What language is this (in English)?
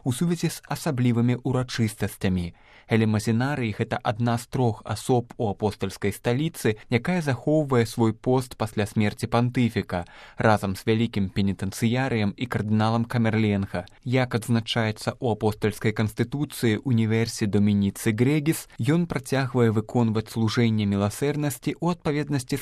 Belarusian